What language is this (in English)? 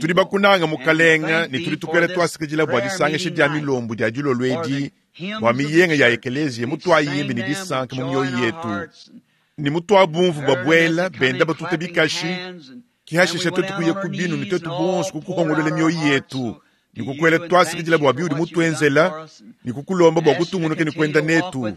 Luba-Lulua